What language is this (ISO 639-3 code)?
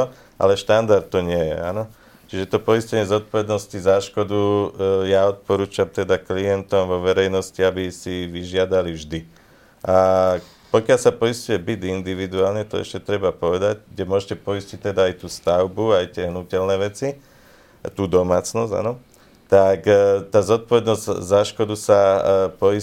slk